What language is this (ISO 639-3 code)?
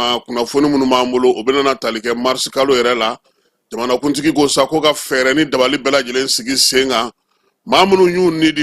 bam